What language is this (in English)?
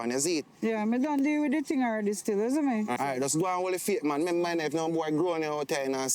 Jamaican Creole English